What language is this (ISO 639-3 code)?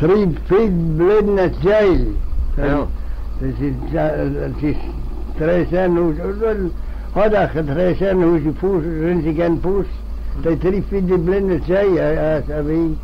glv